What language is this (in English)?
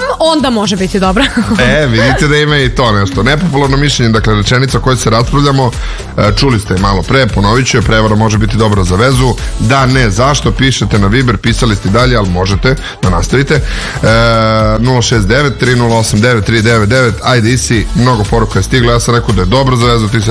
Serbian